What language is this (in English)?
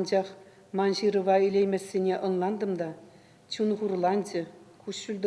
Chuvash